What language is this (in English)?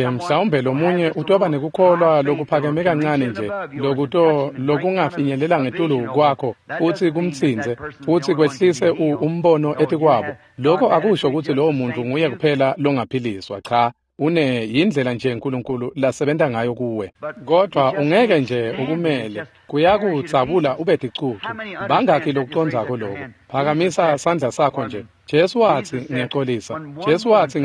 Swati